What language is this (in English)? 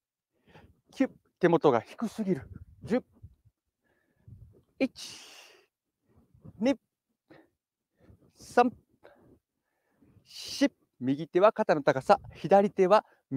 Japanese